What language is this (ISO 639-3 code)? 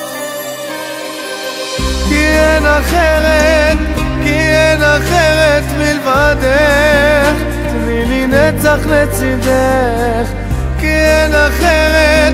heb